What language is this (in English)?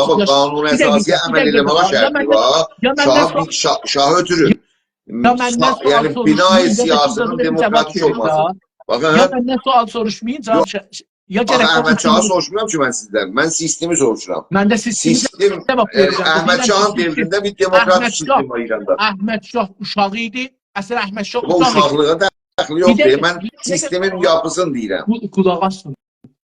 South Azerbaijani